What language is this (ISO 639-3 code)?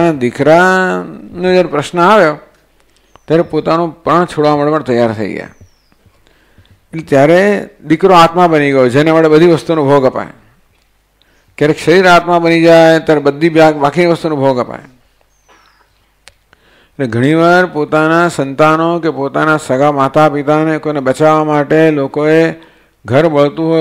guj